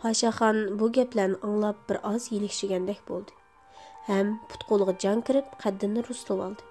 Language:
Uyghur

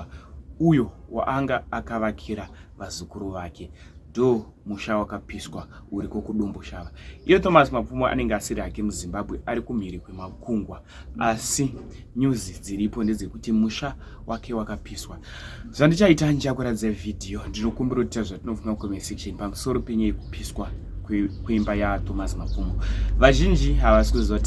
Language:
Shona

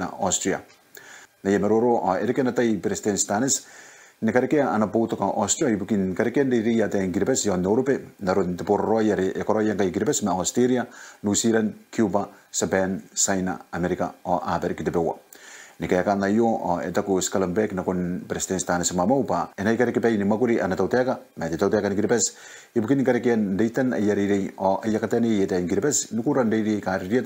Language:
Gilbertese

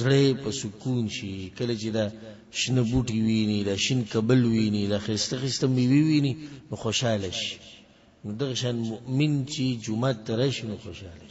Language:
Pashto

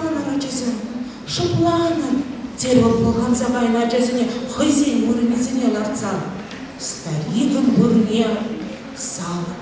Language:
Chuvash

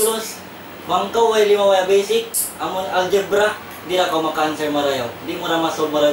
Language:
Tausug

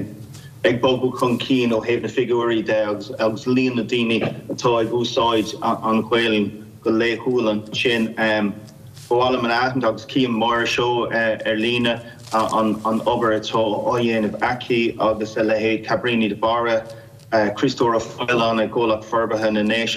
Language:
Irish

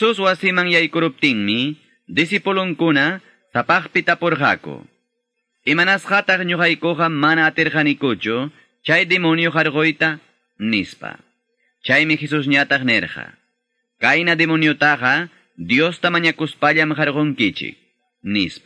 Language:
Quechua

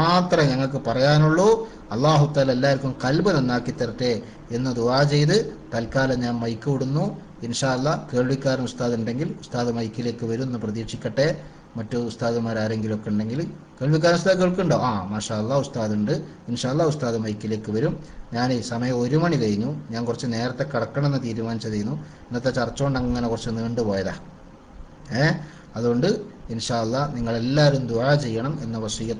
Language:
Malayalam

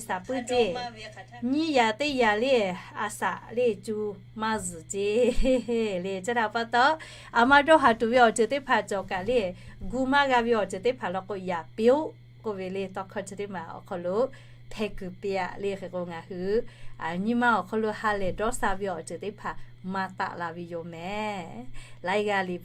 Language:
Lahu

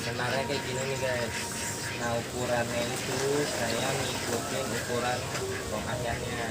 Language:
Betawi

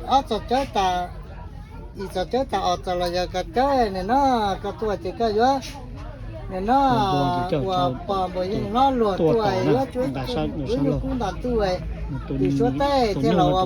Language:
Hmong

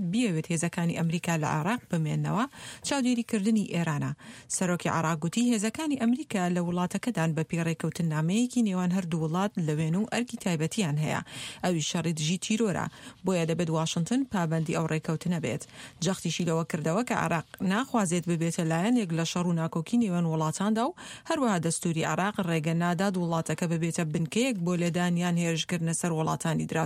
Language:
Central Kurdish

